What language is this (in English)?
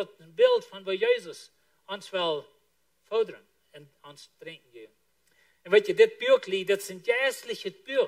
Plautdietsch